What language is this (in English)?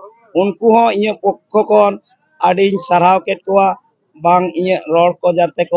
Santali